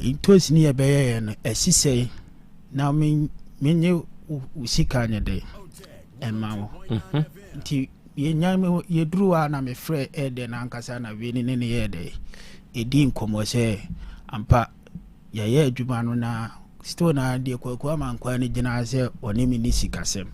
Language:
Akan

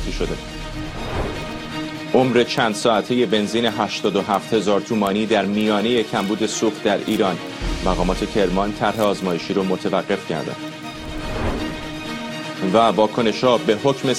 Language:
Persian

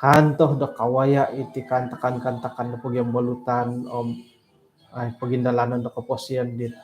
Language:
Central Dusun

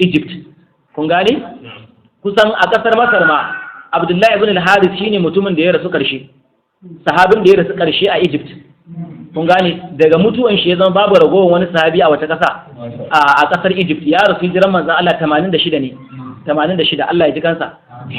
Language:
Hausa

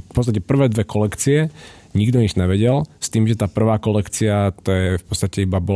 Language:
Slovak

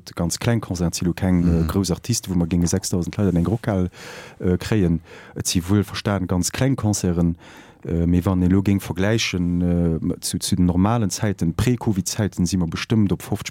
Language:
Luxembourgish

